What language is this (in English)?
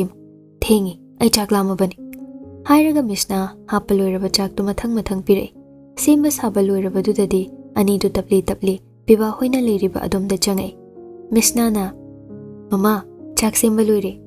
Manipuri